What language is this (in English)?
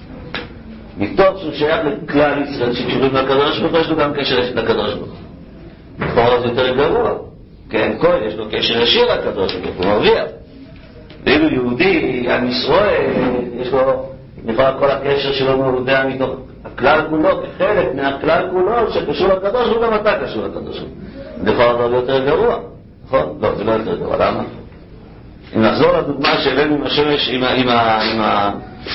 Hebrew